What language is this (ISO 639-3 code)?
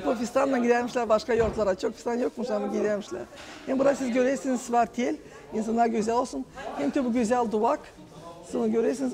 gag